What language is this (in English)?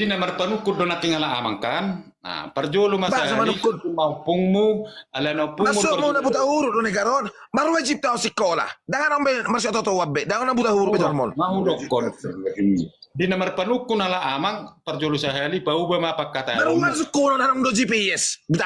Batak Toba